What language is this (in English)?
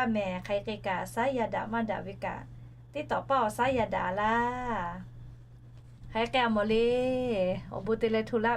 Lahu